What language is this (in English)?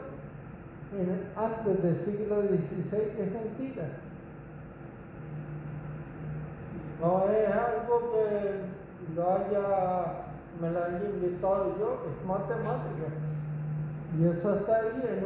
Spanish